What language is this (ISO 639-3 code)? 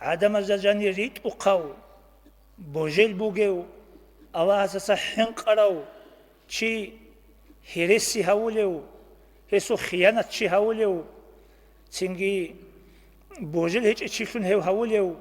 ava